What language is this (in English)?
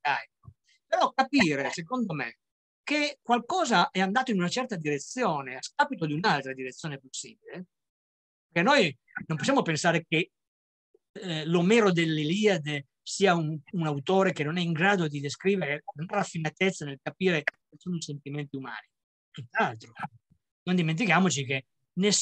Italian